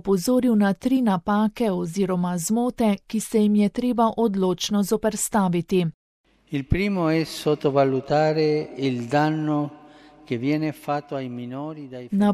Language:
Slovenian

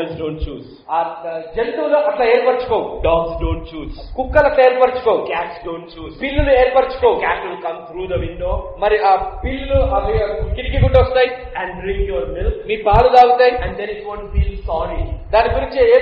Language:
Telugu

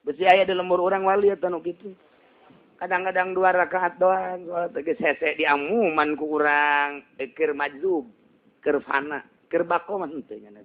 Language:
Sundanese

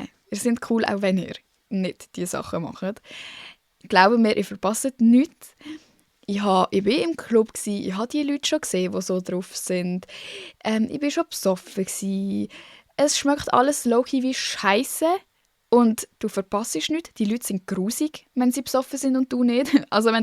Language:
Swiss German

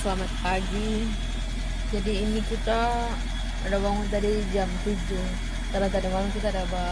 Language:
Manado Malay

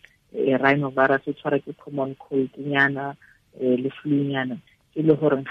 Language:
Tswana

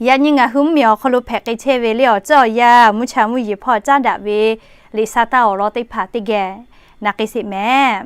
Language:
Lahu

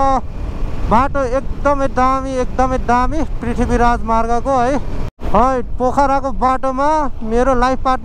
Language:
Nepali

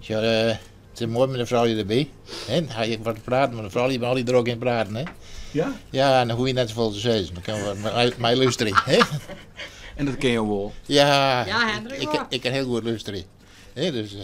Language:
Western Frisian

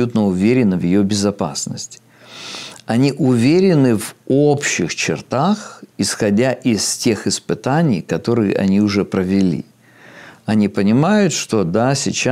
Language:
Russian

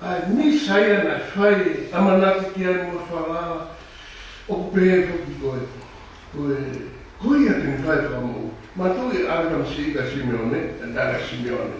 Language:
Tongan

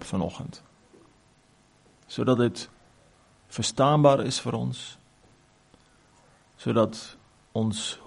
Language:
Afrikaans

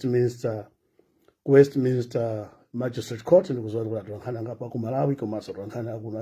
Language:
Nyanja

